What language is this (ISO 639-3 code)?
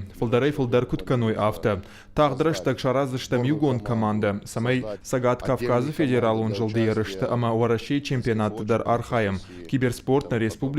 oss